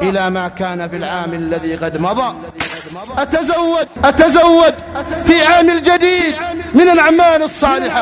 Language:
Arabic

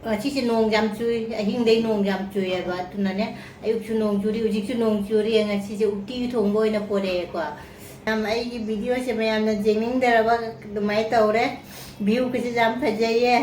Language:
Manipuri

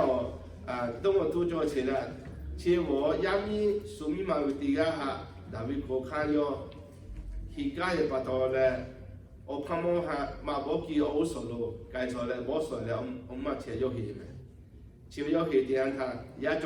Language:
Lahu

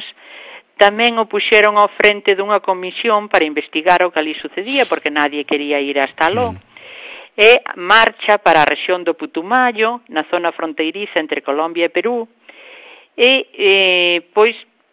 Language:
Galician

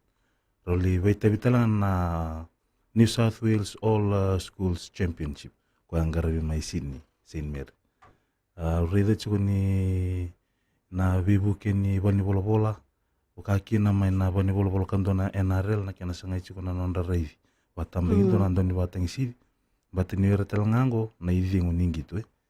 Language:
Fijian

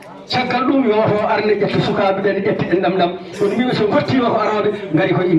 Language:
Fula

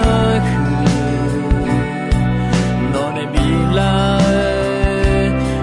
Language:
Akha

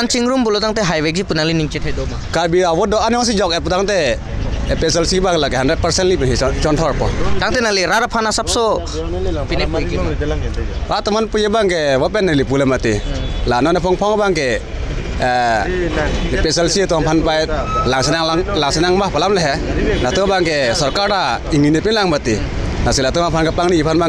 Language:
Karbi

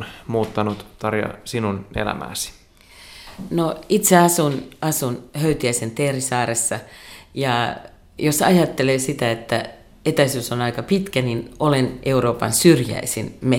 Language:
Finnish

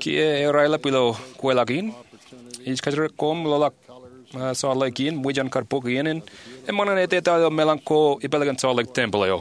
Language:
Marshallese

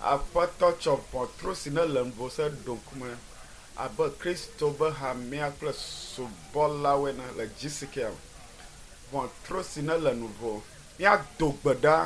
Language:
Ewe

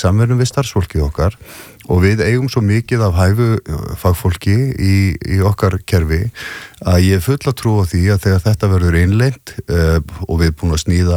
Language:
Icelandic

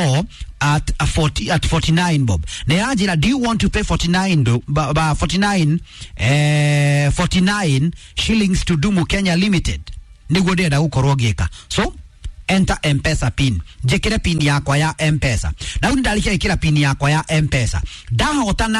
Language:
Kikuyu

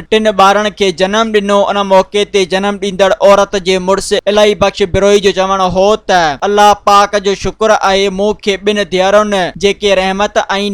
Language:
Sindhi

